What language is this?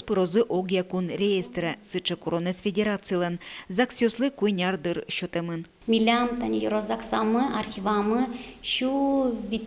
Udmurt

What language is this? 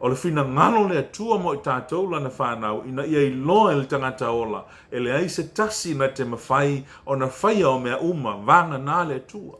Samoan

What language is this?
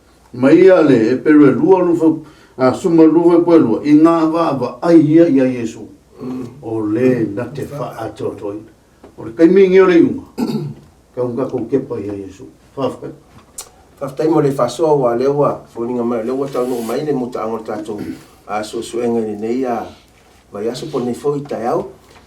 Samoan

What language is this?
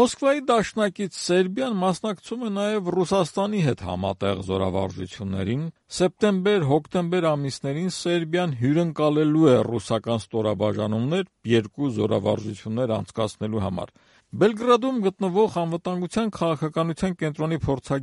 Armenian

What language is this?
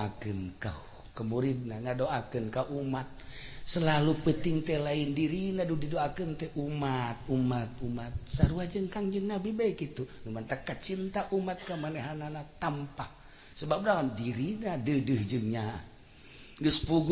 Sundanese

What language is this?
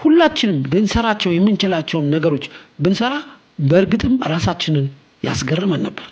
Amharic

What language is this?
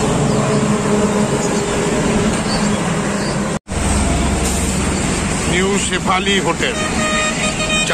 Bangla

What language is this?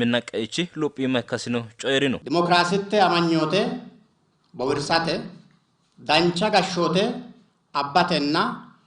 Sidamo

